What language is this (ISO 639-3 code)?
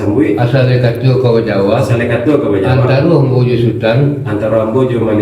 min